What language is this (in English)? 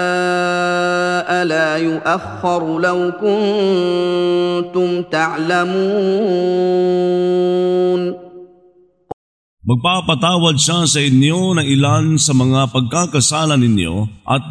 Filipino